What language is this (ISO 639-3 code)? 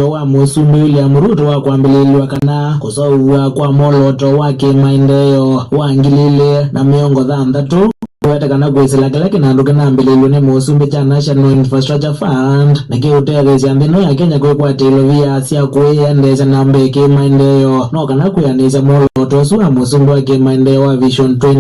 kam